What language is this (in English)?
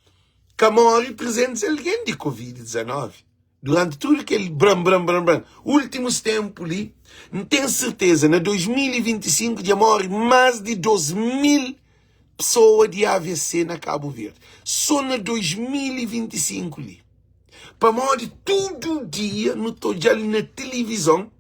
Kabuverdianu